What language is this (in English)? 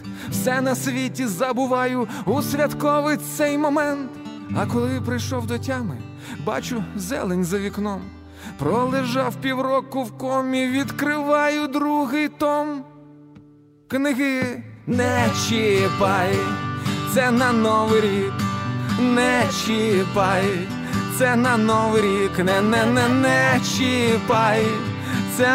Ukrainian